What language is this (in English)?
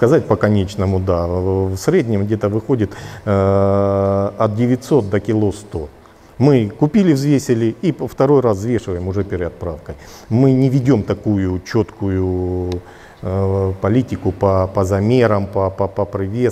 Russian